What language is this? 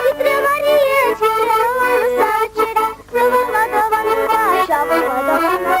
Chuvash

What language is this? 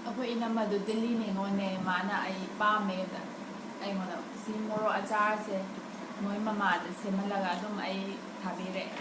Manipuri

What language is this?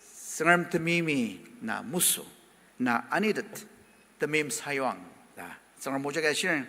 Ao Naga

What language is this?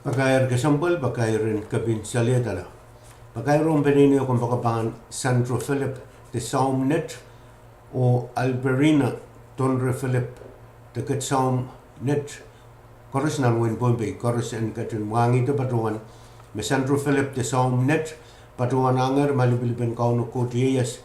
Pohnpeian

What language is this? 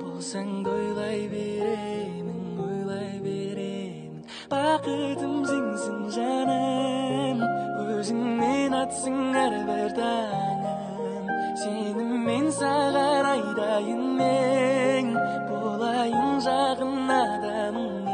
Kara-Kalpak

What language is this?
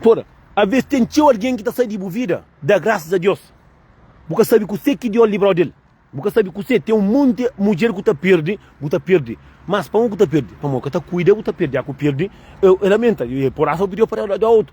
Kabuverdianu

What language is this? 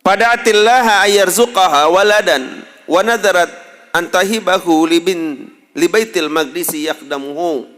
Sasak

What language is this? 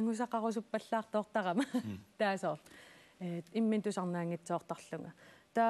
Kalaallisut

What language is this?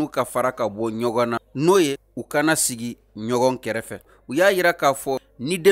Bambara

